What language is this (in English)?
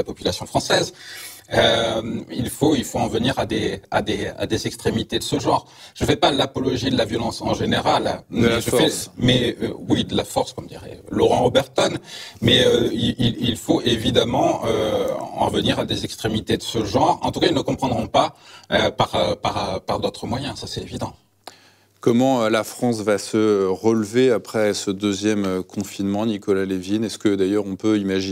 French